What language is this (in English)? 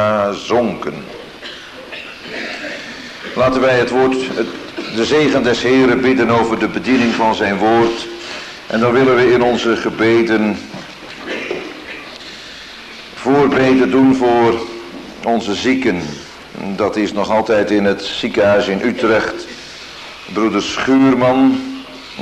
Dutch